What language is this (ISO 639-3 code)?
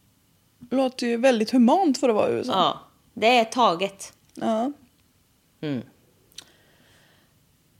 swe